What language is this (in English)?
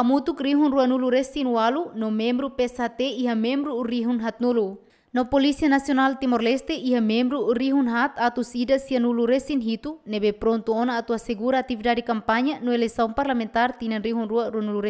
Tetum